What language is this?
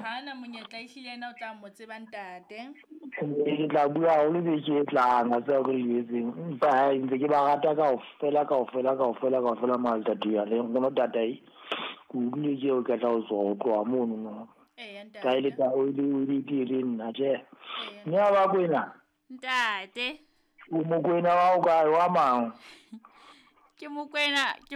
Southern Sotho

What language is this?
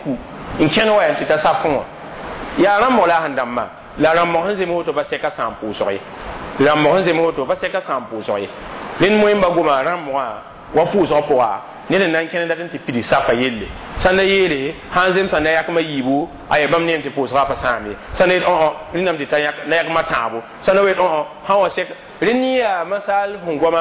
Mossi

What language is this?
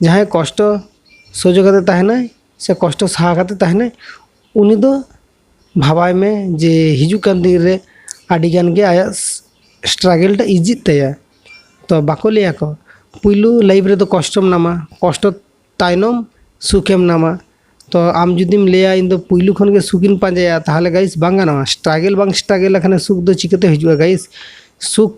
Santali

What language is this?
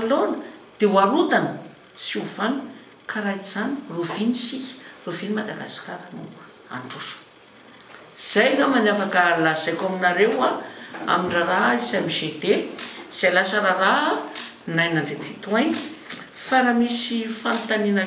Malagasy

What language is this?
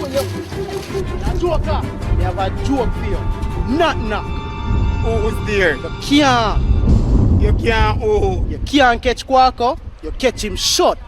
Jamaican Creole English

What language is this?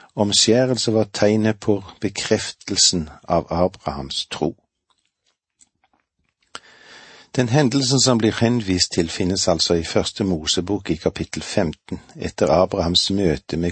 Norwegian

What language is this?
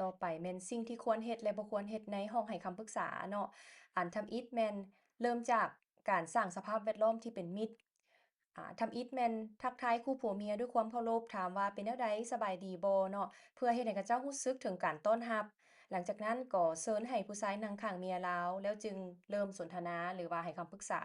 Lao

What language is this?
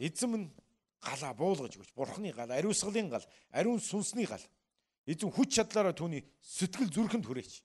Mongolian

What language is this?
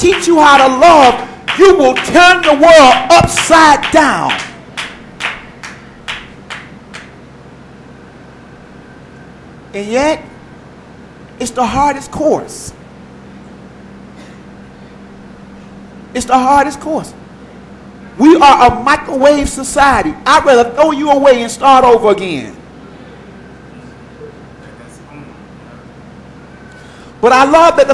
English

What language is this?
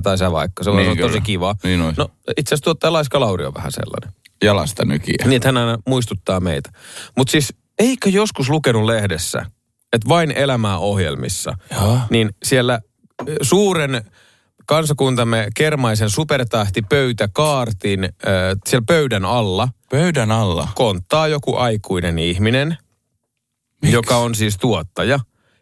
Finnish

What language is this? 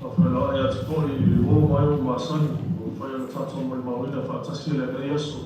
Samoan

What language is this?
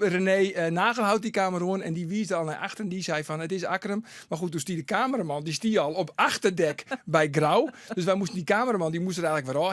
Western Frisian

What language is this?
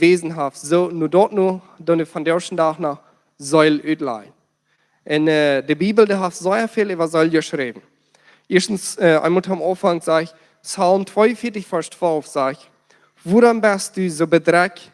Plautdietsch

